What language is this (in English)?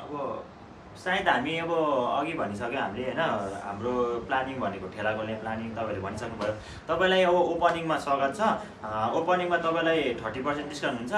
Nepali